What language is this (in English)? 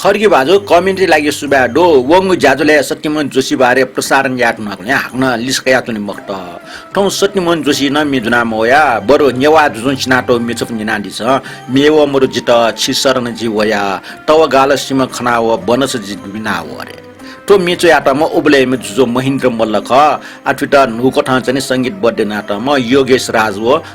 Newari